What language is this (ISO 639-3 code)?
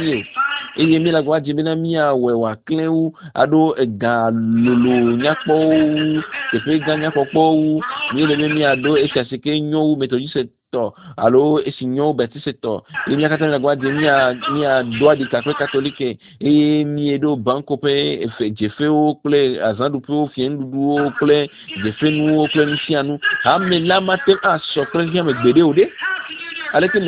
ewe